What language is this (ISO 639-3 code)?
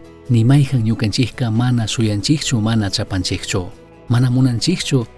qug